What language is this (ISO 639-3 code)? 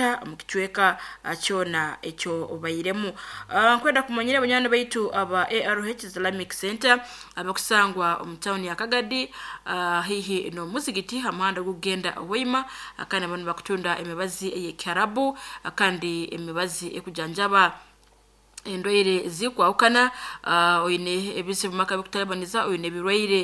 nyn